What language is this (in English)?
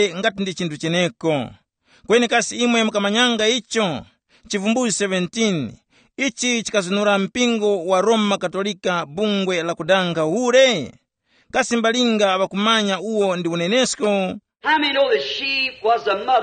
Tumbuka